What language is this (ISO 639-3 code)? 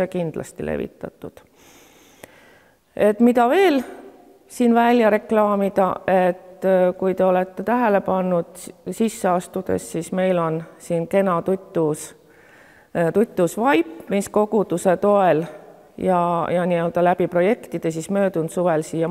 est